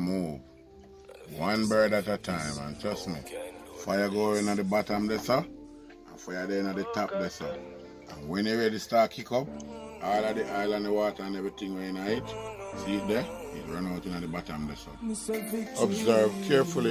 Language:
Jamaican Creole English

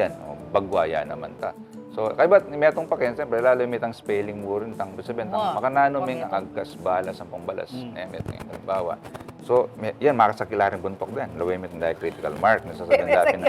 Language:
Pampanga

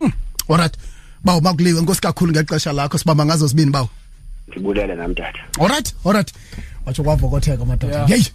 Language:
Xhosa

